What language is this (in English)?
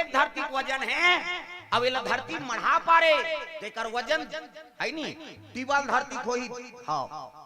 Chhattisgarhi